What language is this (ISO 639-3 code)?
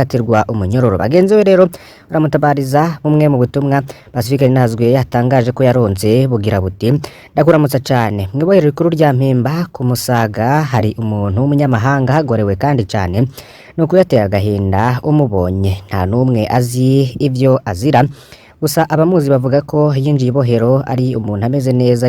run